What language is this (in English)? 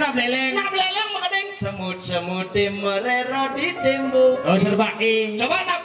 Balinese